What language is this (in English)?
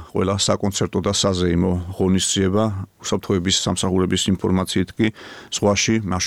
Georgian